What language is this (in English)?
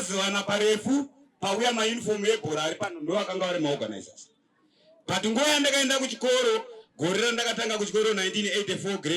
Shona